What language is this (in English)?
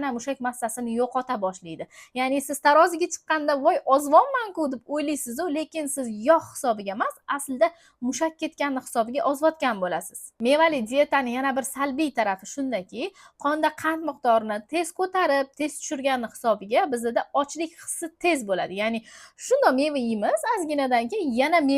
Uzbek